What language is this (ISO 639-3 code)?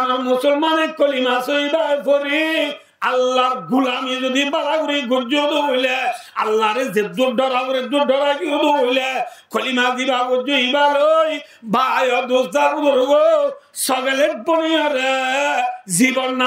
rhg